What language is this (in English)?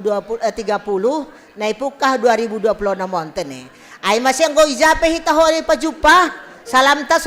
Batak Simalungun